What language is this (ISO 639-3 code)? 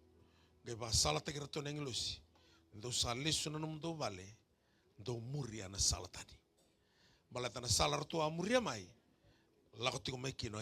fij